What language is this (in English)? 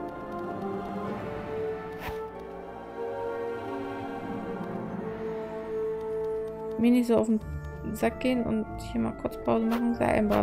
German